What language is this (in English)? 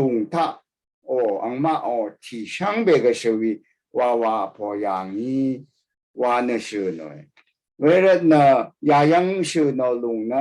Rawang